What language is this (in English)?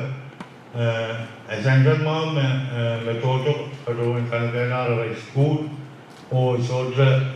Pohnpeian